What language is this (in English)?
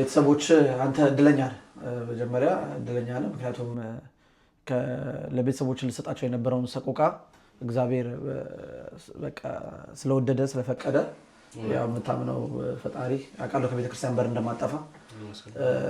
Amharic